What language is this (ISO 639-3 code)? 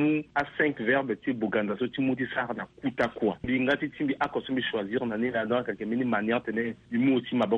sag